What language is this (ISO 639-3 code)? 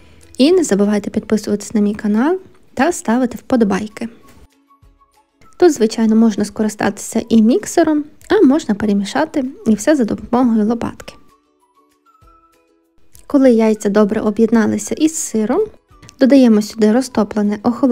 ukr